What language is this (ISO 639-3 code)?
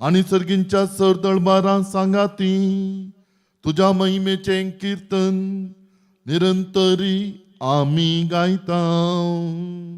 kok